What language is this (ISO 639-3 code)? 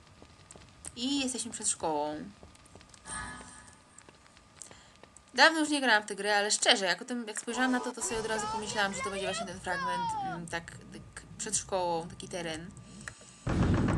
pol